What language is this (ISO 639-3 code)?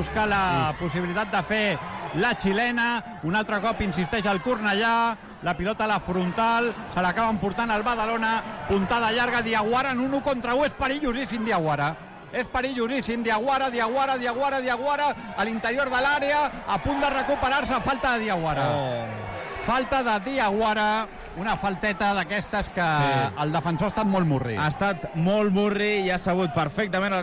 cat